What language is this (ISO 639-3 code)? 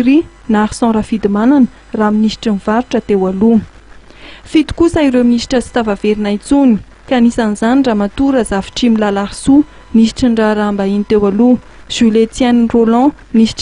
mlg